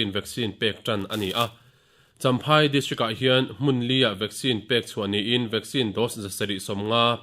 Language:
Mizo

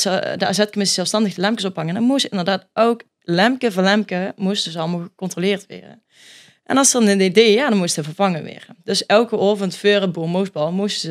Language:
Limburgish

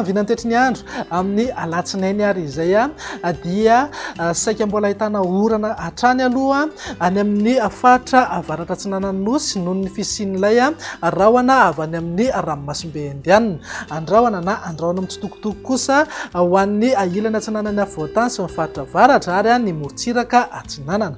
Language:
Malagasy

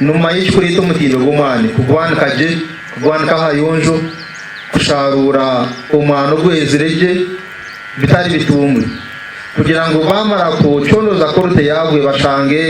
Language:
Nyankole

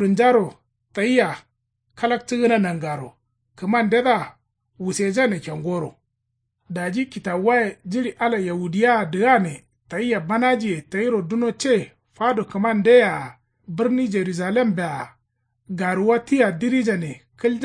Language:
Kanuri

